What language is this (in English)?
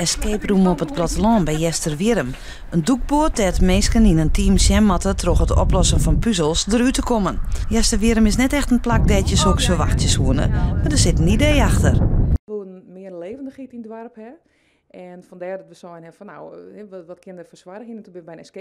Western Frisian